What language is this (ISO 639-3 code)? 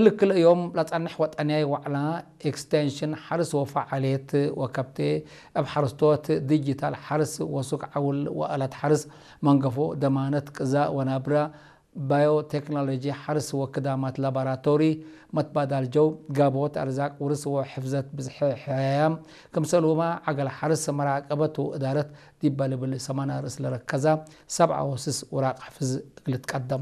tig